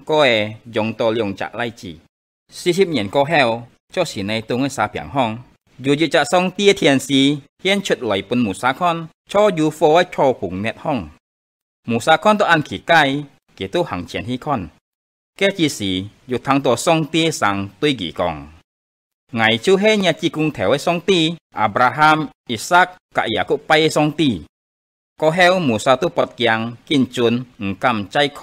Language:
Hakka Chinese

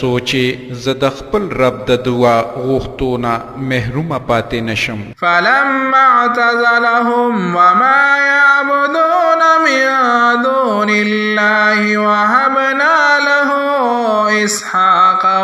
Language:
Pashto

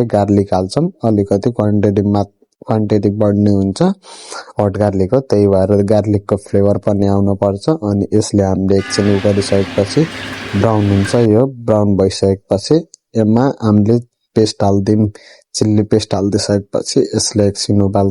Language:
Nepali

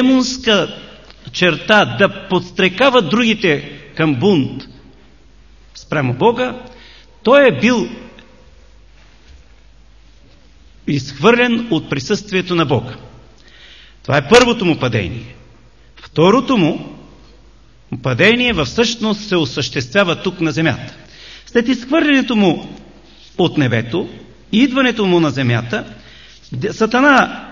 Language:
Bulgarian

